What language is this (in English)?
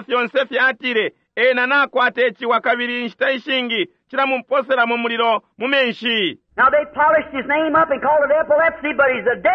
Bemba